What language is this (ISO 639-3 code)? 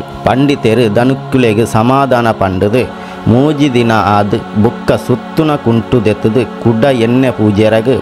tcy